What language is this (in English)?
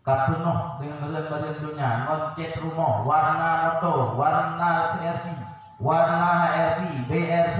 Achinese